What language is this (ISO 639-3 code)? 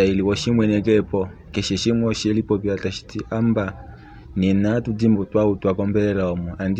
kua